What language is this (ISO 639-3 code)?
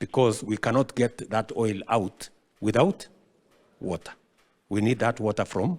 guz